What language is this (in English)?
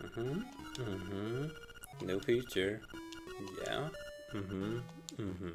Faroese